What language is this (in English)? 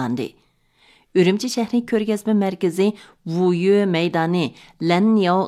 Uyghur